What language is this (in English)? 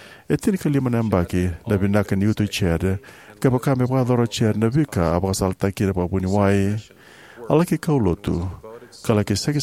Fijian